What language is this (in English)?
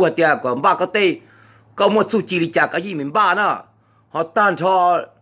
Hmong